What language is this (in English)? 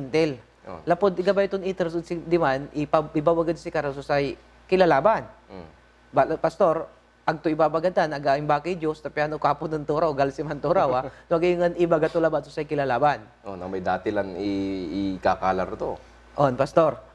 Pangasinan